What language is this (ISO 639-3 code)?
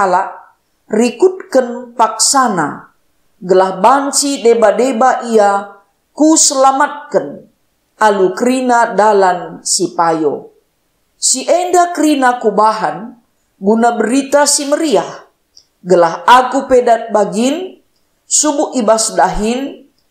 btx